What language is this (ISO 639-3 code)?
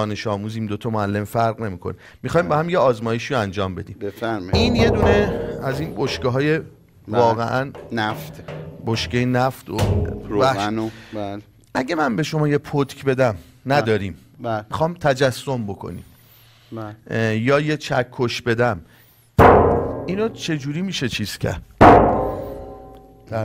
fas